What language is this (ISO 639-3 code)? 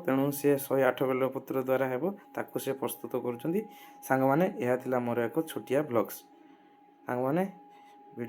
ori